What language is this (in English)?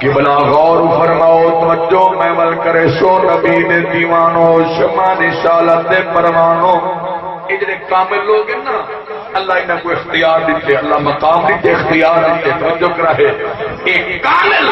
Saraiki